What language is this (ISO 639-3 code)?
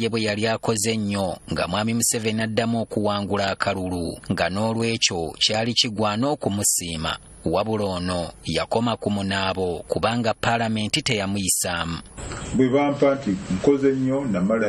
lug